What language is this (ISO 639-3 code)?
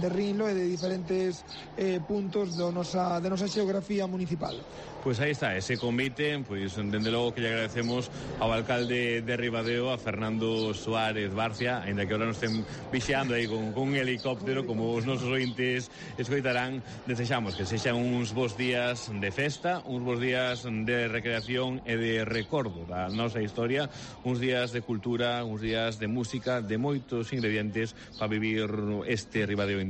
glg